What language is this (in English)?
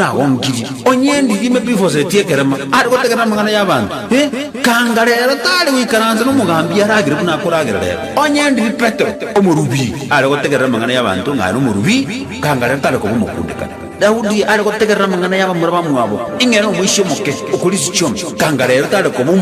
Gusii